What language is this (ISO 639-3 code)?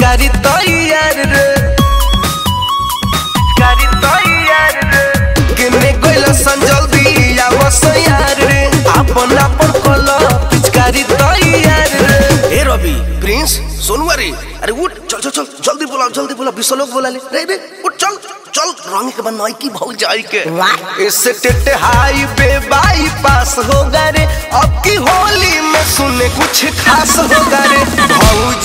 bho